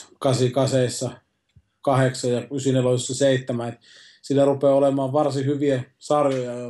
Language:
Finnish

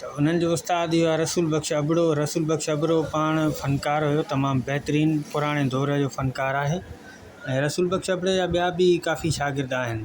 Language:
Sindhi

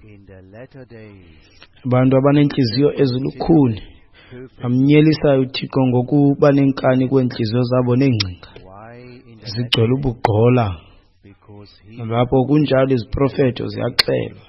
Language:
Xhosa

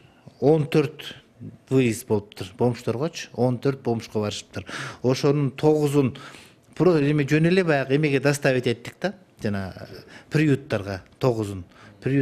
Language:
Kyrgyz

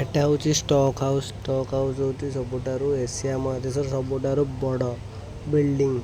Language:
Odia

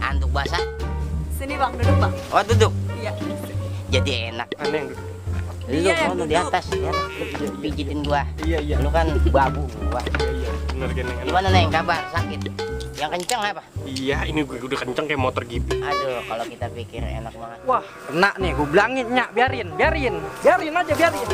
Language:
Betawi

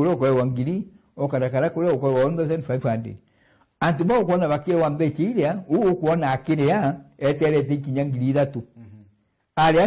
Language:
Meru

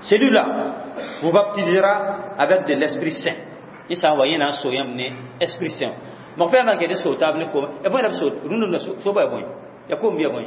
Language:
Mossi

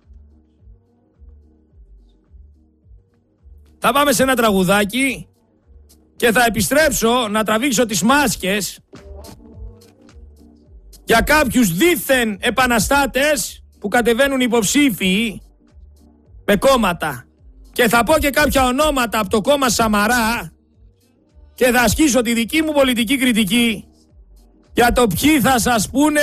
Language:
Greek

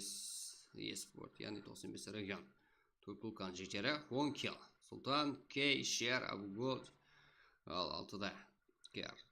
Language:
Kara-Kalpak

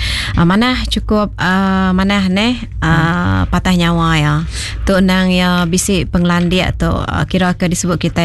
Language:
Iban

